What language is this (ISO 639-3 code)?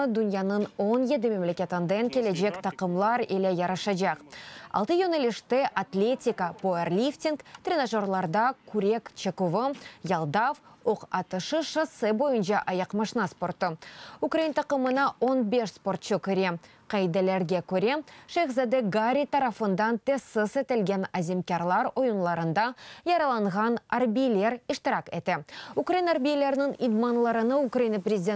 crh